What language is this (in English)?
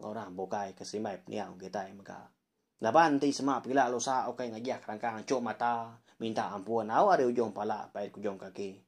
Iban